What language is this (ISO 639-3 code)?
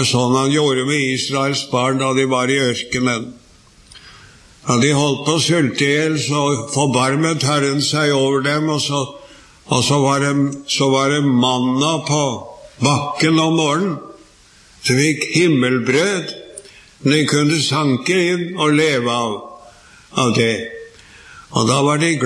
nor